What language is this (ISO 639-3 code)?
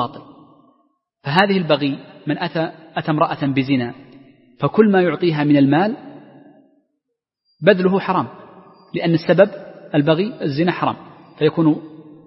ara